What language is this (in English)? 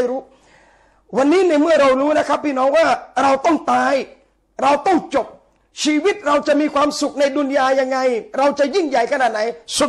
Thai